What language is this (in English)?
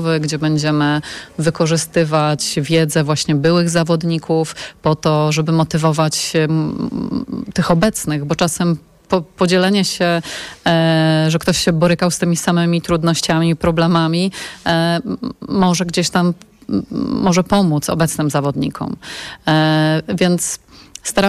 Polish